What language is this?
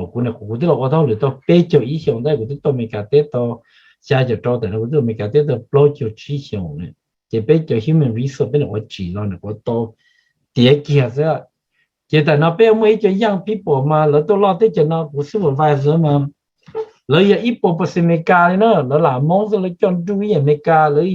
Hmong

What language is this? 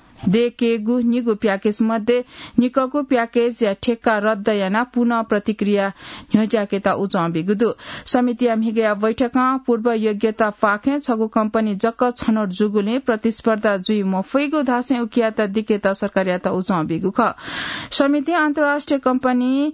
Newari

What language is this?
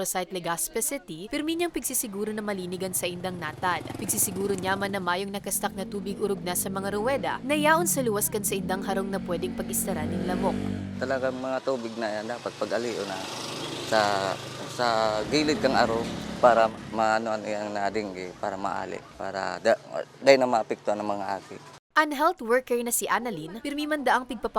Bikol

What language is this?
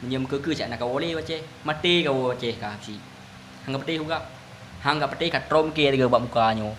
Achinese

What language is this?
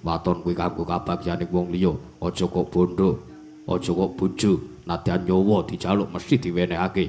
Javanese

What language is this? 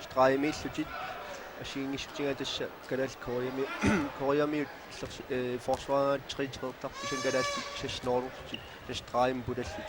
Kalaallisut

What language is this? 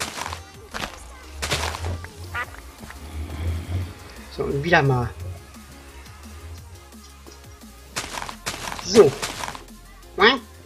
German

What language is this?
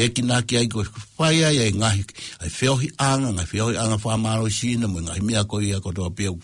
Tongan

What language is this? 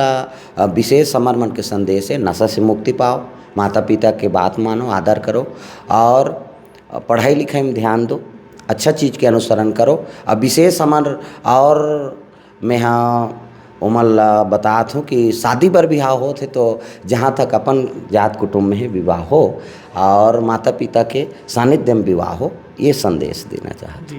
Chhattisgarhi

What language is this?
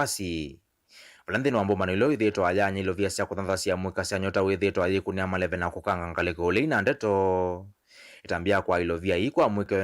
Kamba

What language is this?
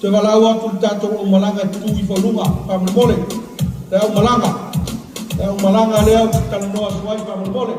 Samoan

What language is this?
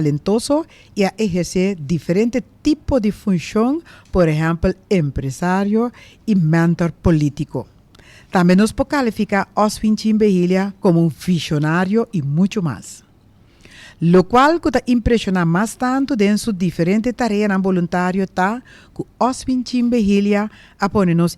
Papiamento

